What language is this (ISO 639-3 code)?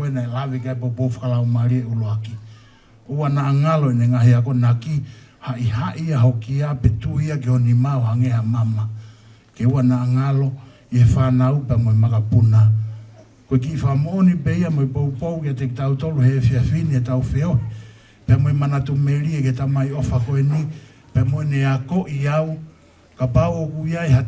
ton